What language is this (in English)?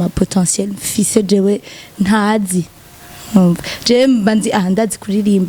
Rundi